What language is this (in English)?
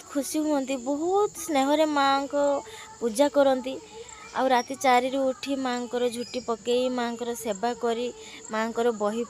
Odia